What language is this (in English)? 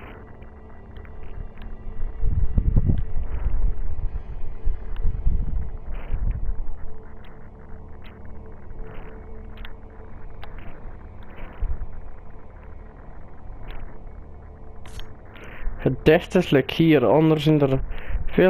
Dutch